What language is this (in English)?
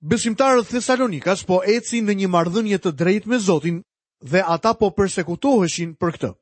Albanian